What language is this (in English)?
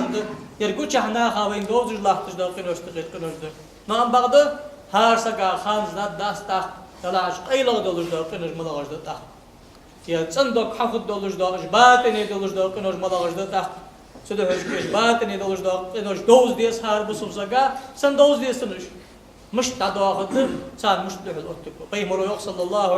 Ingush